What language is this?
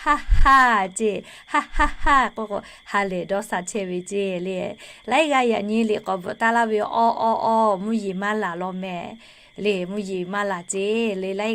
Lahu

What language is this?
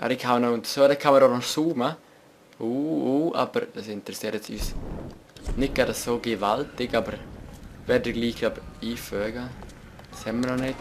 Swiss German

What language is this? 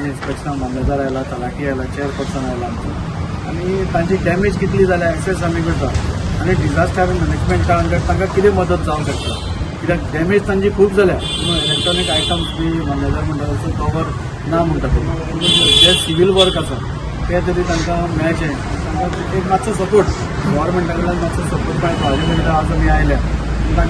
Konkani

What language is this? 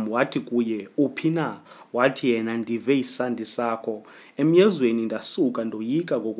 Xhosa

